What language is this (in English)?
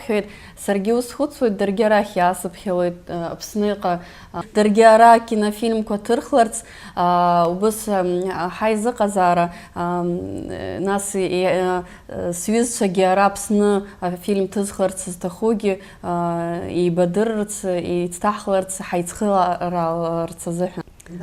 Abkhazian